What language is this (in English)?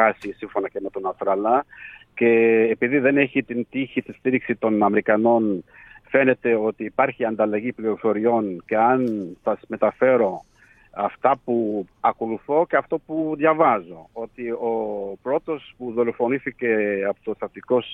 Greek